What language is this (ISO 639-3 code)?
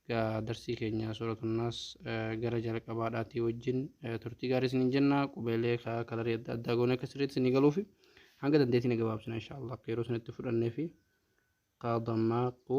orm